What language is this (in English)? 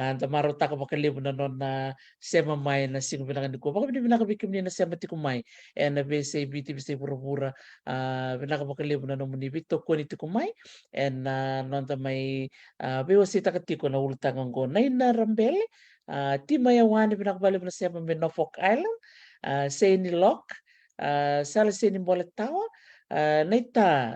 Fijian